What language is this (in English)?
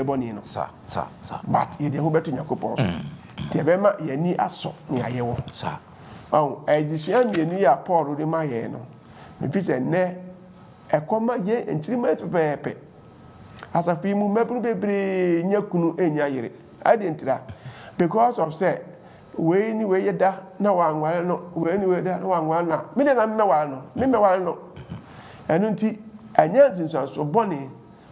Akan